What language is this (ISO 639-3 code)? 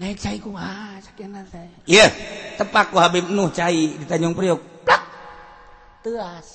sun